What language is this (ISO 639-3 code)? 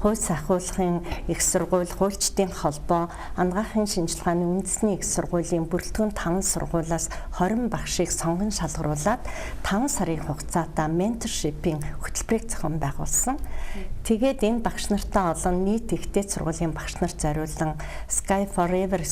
mon